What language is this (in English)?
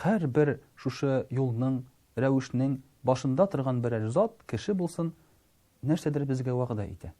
Tatar